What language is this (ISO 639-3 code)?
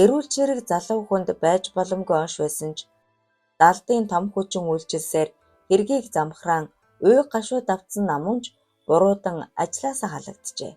mon